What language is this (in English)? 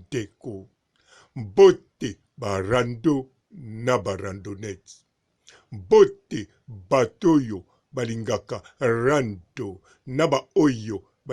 Lingala